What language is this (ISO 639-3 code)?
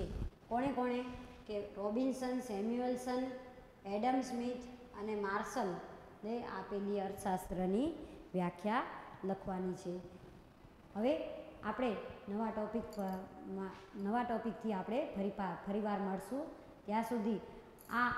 guj